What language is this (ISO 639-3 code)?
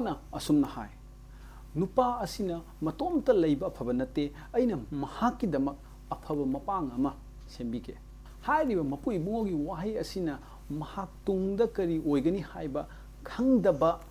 mni